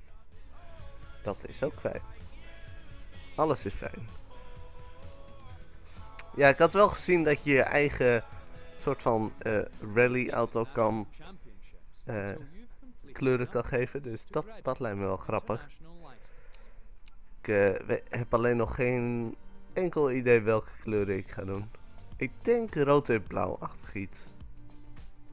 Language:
Dutch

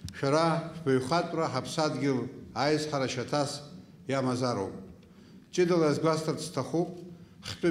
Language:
Abkhazian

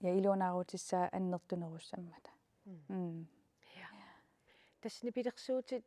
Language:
Kalaallisut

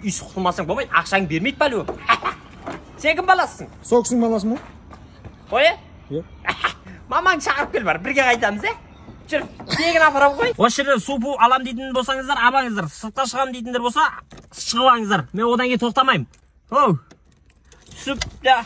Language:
Kazakh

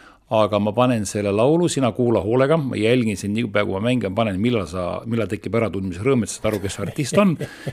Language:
Estonian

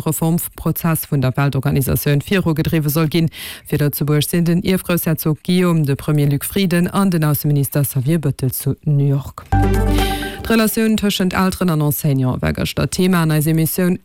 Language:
Luxembourgish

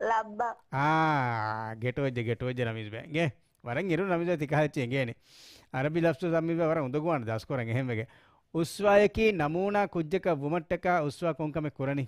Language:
Divehi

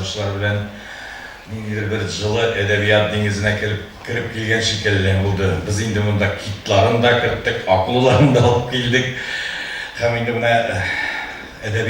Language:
Tatar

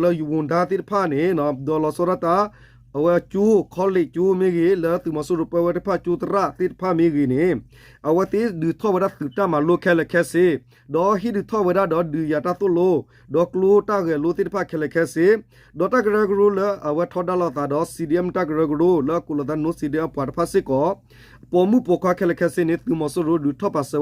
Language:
S'gaw Karen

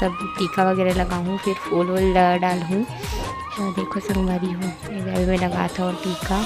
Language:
Chhattisgarhi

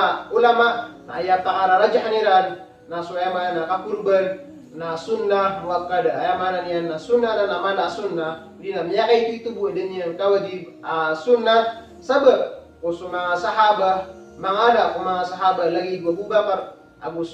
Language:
Maranao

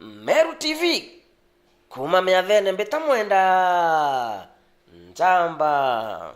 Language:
Meru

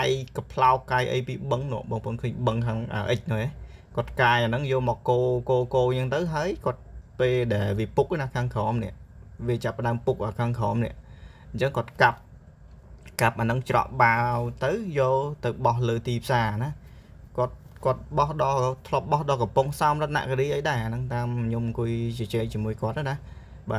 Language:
Khmer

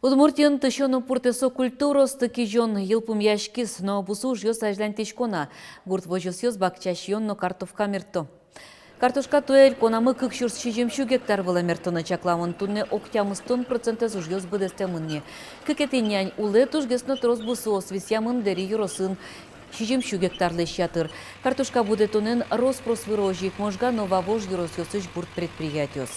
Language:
Udmurt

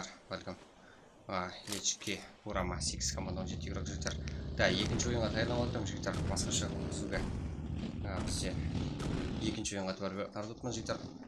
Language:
Kara-Kalpak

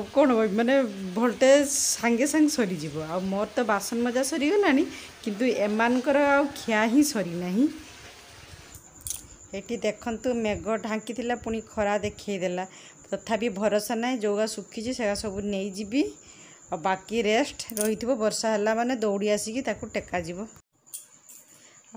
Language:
Odia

